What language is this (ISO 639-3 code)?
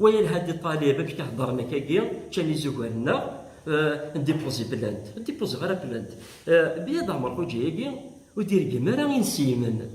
kab